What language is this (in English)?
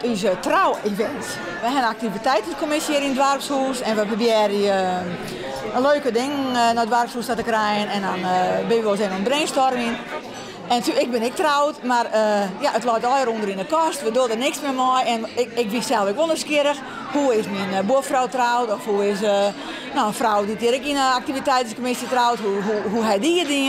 Western Frisian